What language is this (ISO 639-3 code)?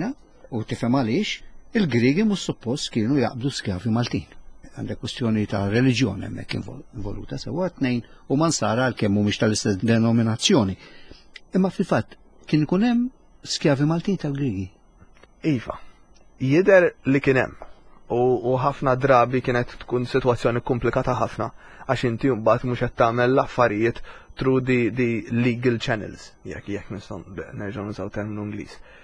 mlt